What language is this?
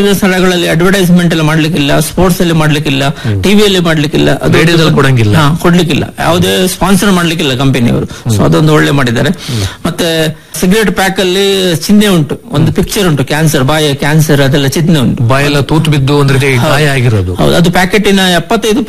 Kannada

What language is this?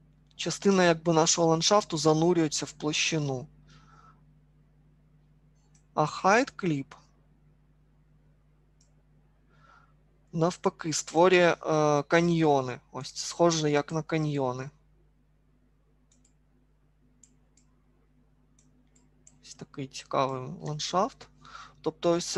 Ukrainian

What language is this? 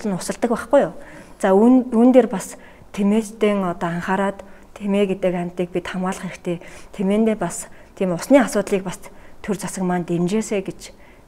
Mongolian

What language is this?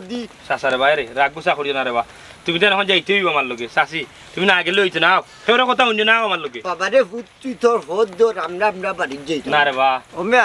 Sylheti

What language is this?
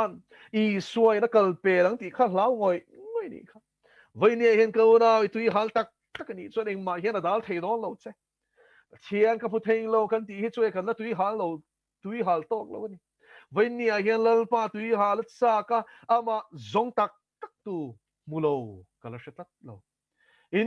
Mizo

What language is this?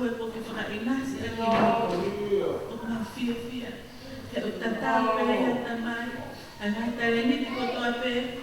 Tongan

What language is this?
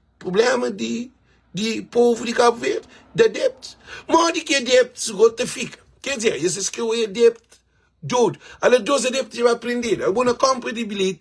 Kabuverdianu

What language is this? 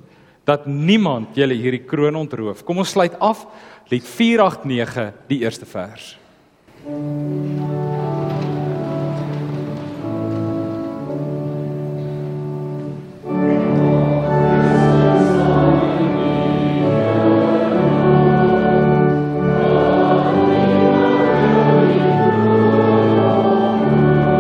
Afrikaans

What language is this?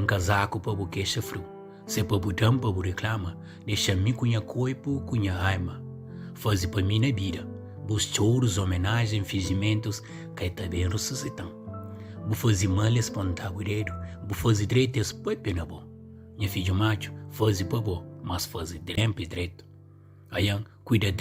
Kabuverdianu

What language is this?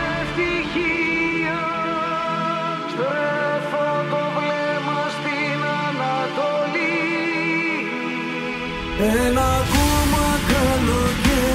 Greek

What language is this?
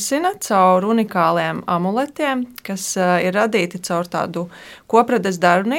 Latvian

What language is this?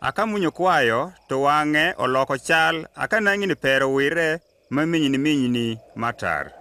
Adhola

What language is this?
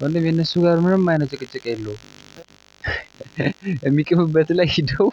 Amharic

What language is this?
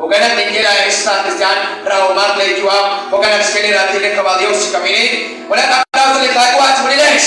Kekchí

